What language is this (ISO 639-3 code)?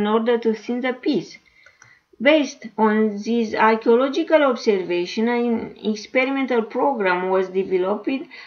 eng